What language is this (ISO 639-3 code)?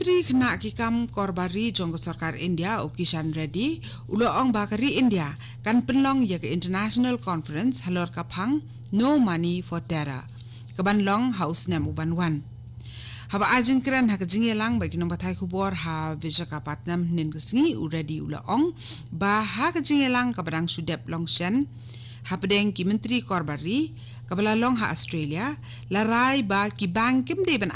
kha